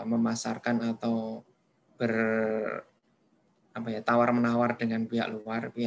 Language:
Indonesian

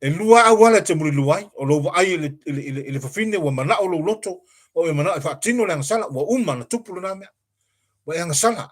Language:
Samoan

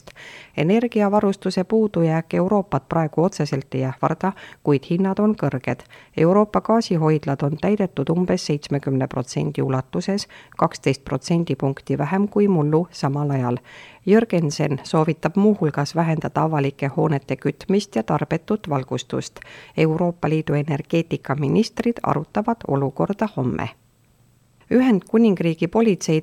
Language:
Estonian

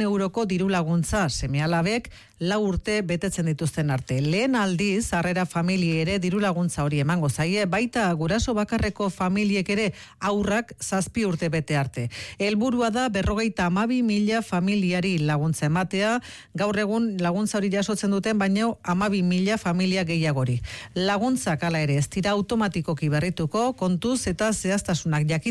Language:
Basque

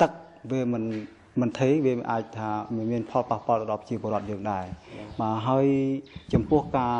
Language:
Khmer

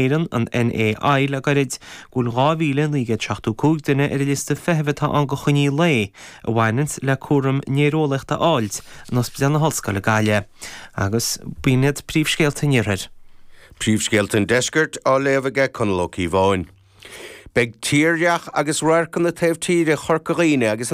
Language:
Irish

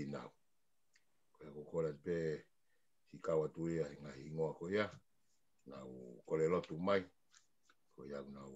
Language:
Tongan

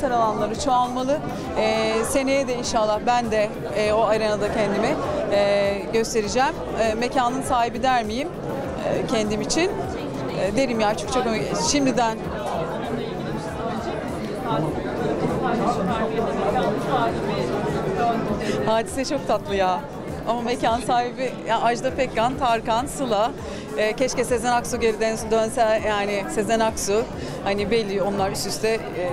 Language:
Turkish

